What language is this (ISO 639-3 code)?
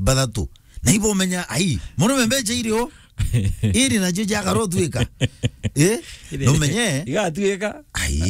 mer